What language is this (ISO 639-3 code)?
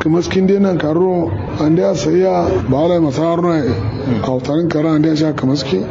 kau